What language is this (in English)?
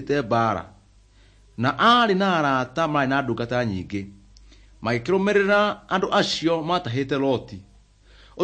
Kikuyu